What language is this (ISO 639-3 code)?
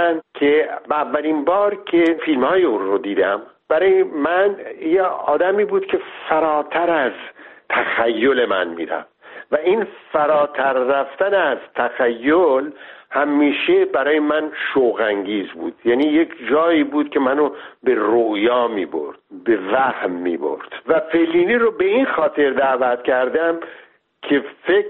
fas